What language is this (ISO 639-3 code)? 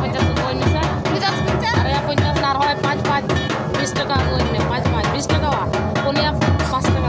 sat